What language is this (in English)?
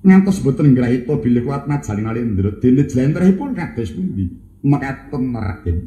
Javanese